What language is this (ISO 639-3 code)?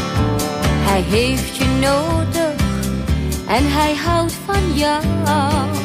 nld